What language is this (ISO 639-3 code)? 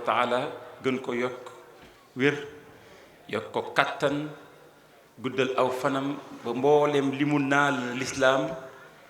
wol